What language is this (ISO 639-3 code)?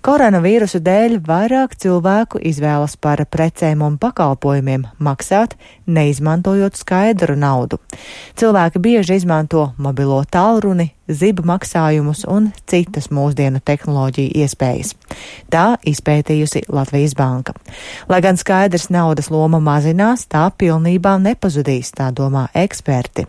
lav